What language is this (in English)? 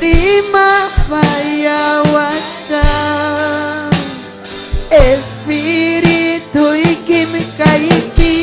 Ayacucho Quechua